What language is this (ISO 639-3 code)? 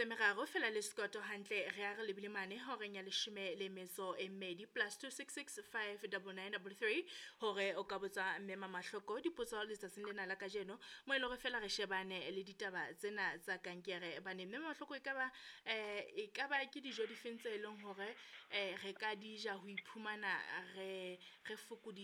sot